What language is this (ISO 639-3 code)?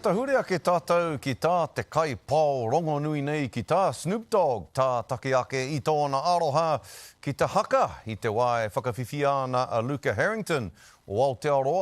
mri